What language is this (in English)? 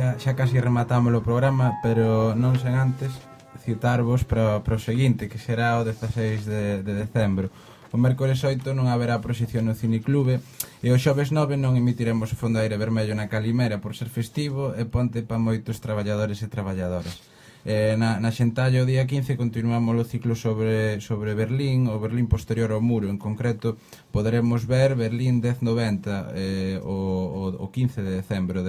Galician